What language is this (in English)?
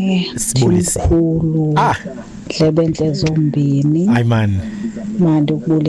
Xhosa